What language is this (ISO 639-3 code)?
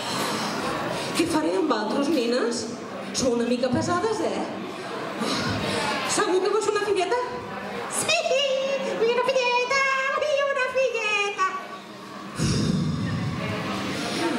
cat